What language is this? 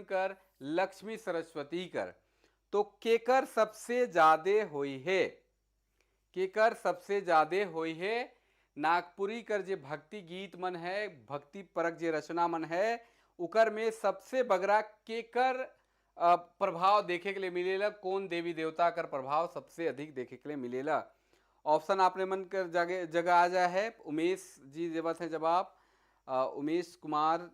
Sadri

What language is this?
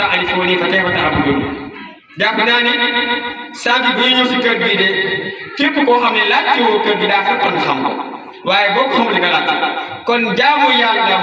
Wolof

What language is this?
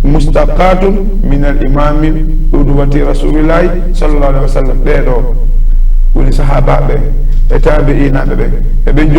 Fula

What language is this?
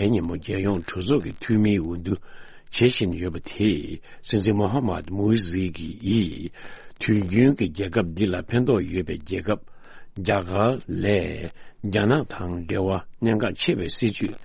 Tibetan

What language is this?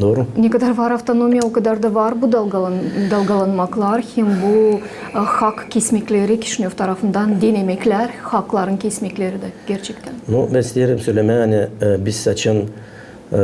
Gagauz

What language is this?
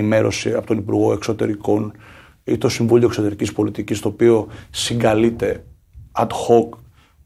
Greek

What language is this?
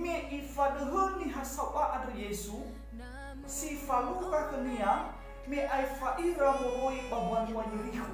Nias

